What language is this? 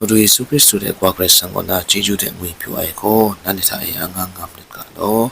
Kachin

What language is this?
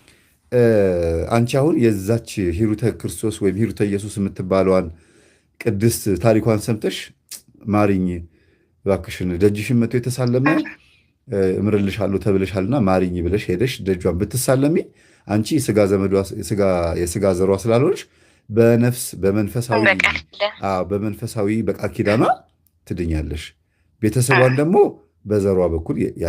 Amharic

